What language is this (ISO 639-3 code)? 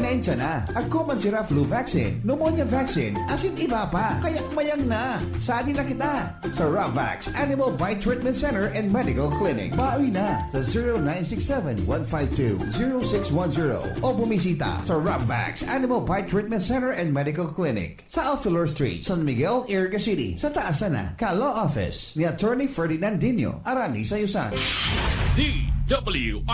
bik